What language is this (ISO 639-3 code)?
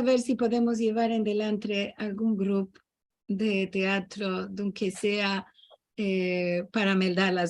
lad